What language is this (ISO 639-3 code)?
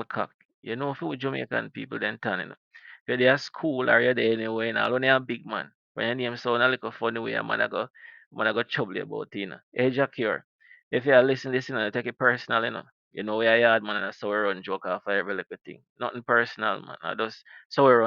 jam